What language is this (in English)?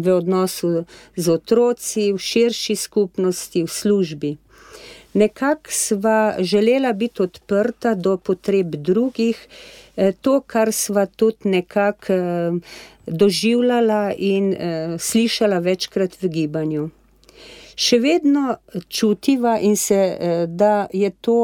Slovenian